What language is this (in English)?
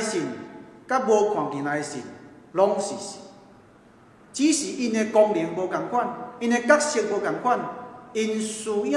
Min Nan Chinese